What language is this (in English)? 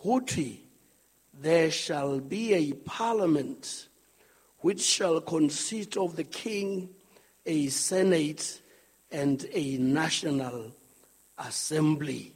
Southern Sotho